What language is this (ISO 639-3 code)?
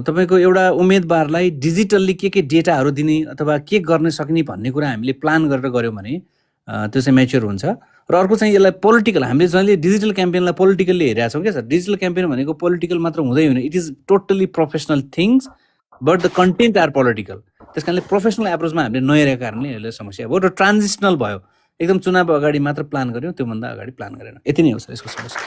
nep